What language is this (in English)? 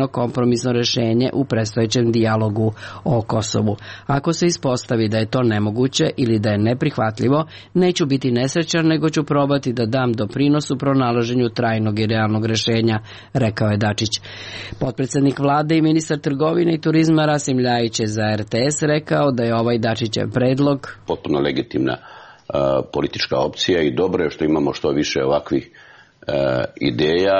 Serbian